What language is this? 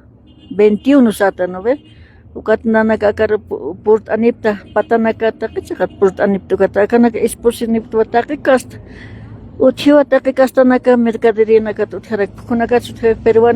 Aymara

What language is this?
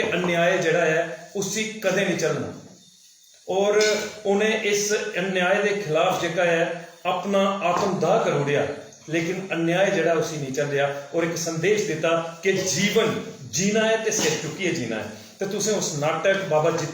Dogri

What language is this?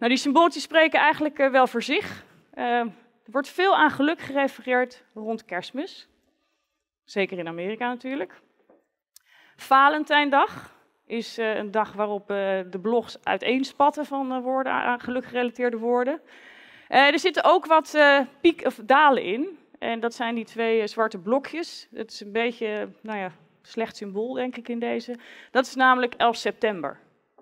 Dutch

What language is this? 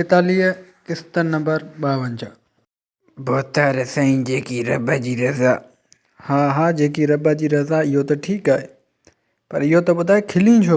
Sindhi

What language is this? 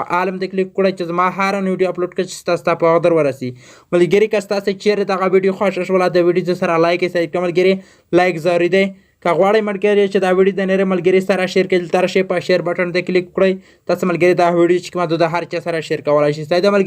Pashto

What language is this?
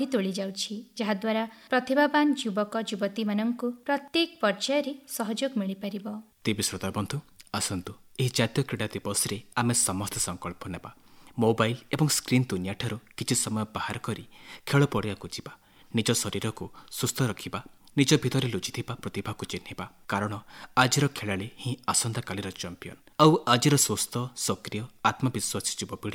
Odia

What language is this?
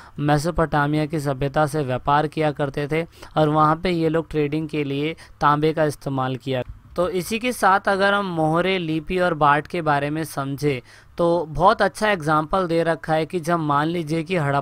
Hindi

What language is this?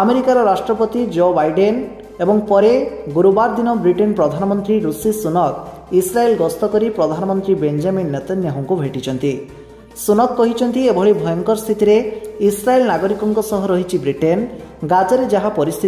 Odia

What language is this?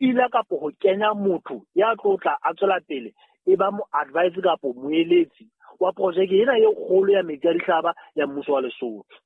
Southern Sotho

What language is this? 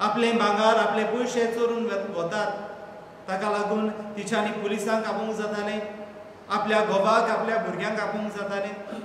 Konkani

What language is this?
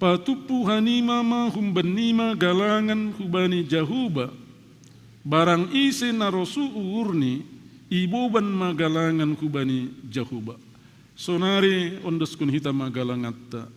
Batak Simalungun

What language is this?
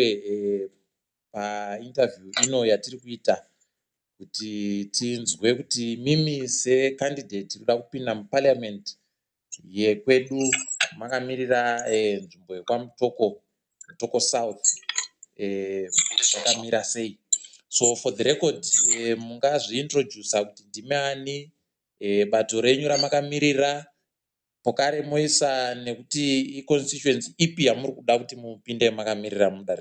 Ndau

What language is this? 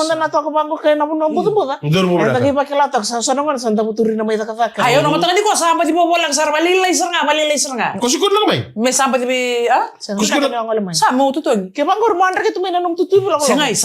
Fijian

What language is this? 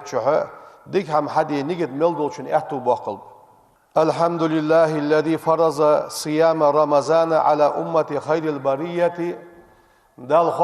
Ingush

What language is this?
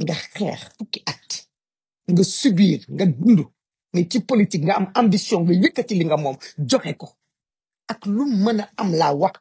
Wolof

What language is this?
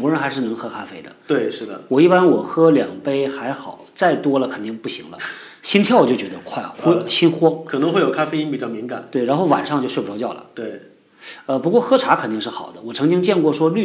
Chinese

